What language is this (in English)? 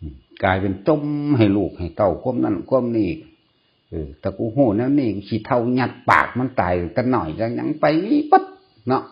Northeastern Thai